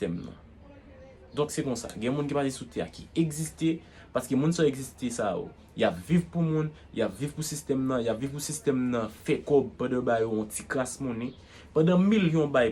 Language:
Haitian Creole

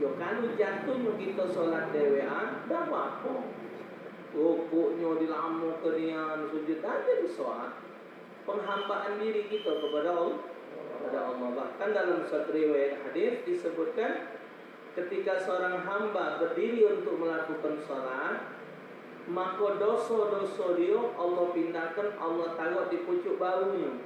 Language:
Musi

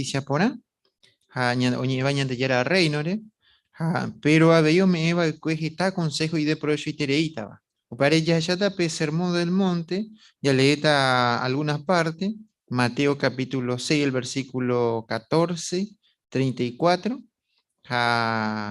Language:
Guarani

